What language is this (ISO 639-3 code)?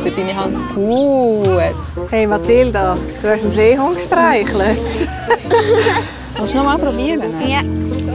gsw